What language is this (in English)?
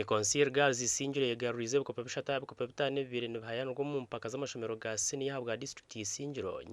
Nyankole